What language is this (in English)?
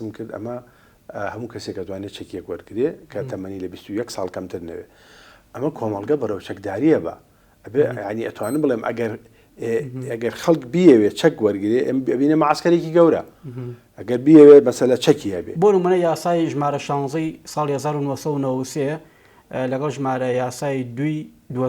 Central Kurdish